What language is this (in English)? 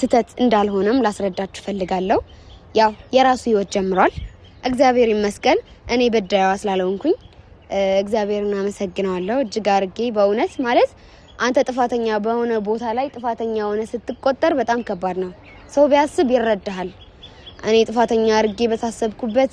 Amharic